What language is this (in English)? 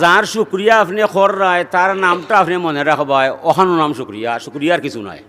Sylheti